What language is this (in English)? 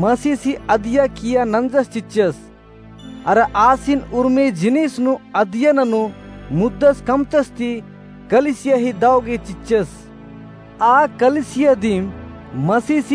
Kurukh